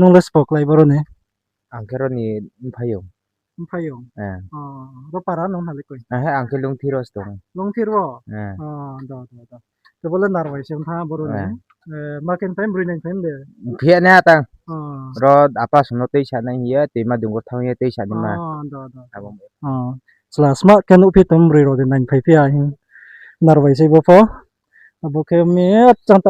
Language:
Riang (India)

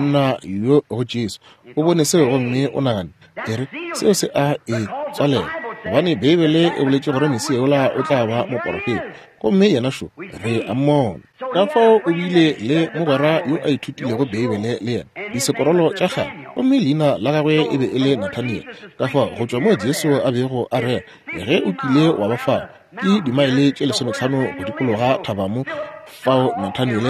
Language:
Northern Sotho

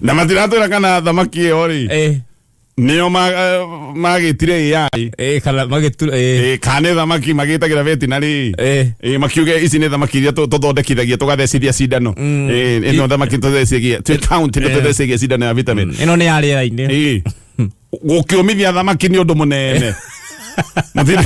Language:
Kikuyu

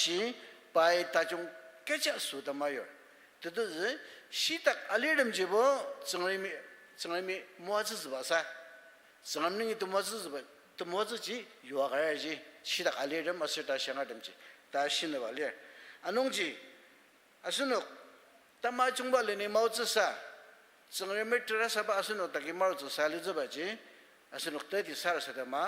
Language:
Ao Naga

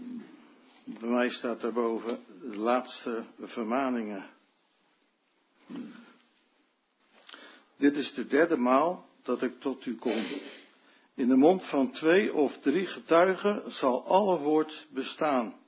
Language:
Dutch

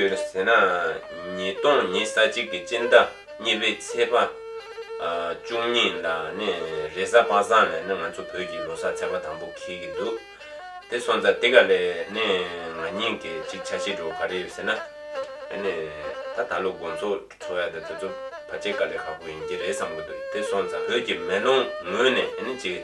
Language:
Tibetan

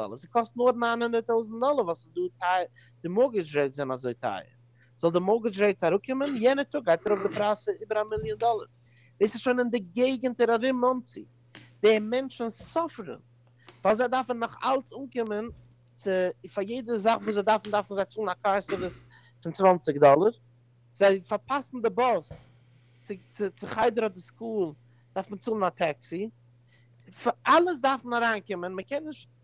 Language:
Yiddish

